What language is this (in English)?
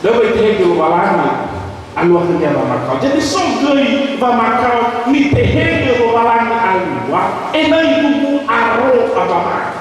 Nias